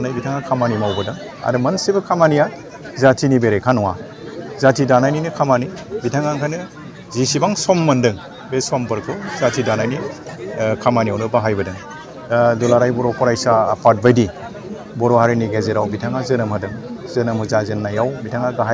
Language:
Bodo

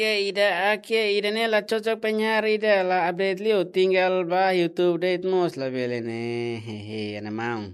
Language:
Tetum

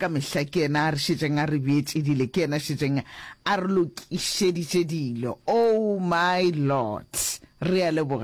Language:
Northern Sotho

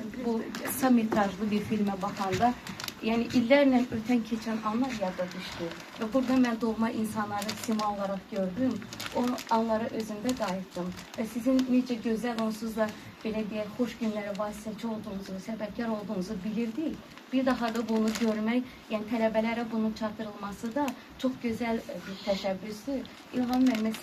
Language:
Azerbaijani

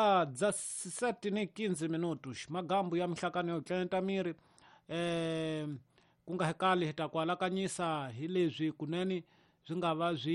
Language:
Tsonga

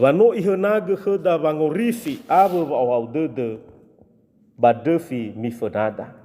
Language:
Nias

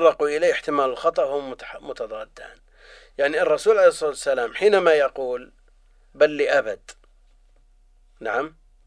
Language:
Arabic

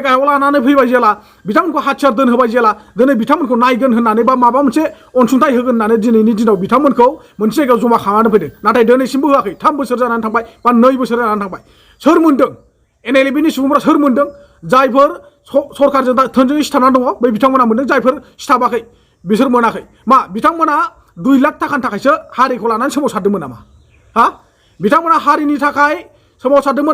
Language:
Bodo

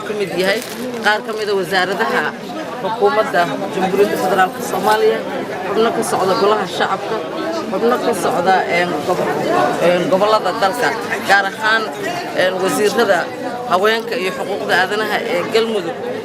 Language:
Somali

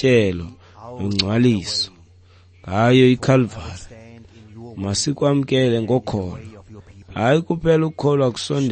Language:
Xhosa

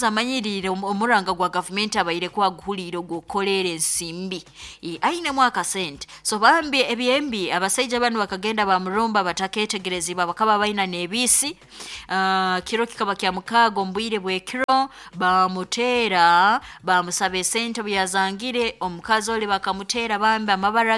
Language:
Nyoro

